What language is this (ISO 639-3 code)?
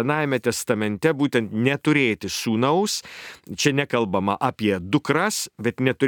lit